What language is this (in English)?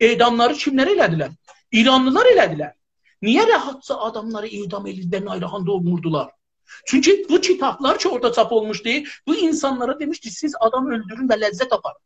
South Azerbaijani